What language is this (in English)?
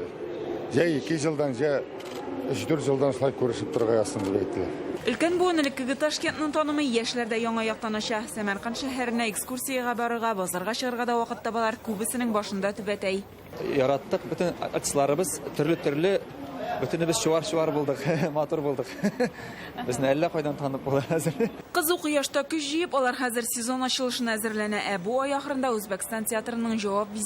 Tatar